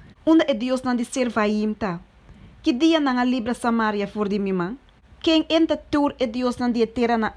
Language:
Papiamento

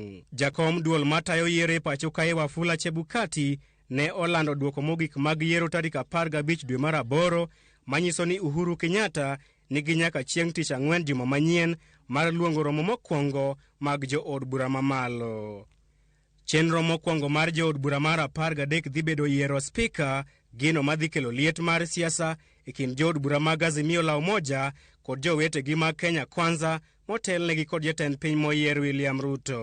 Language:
Luo (Kenya and Tanzania)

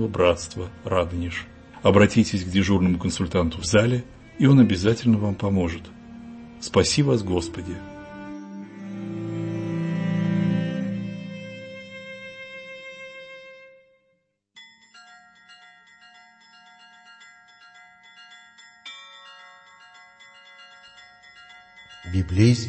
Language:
Russian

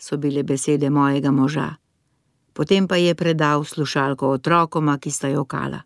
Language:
Slovenian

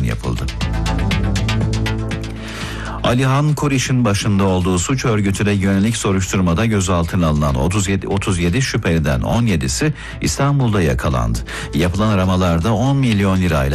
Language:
Turkish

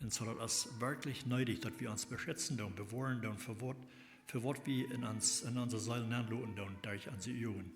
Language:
Plautdietsch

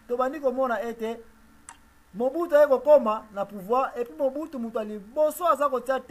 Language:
Lingala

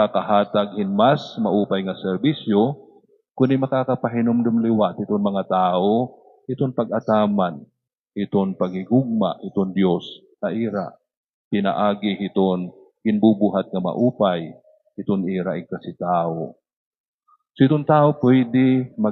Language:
Waray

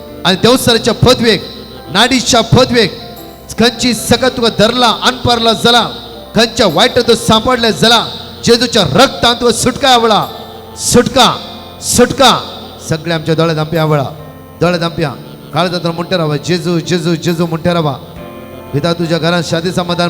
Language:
Konkani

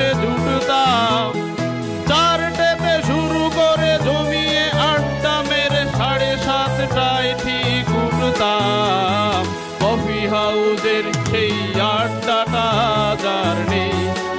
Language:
Bangla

